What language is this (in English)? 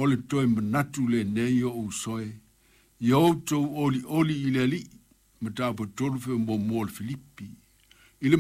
Samoan